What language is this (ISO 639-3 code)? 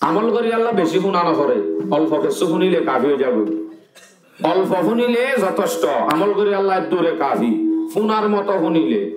rhg